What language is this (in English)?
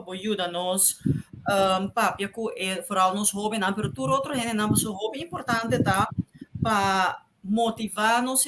Papiamento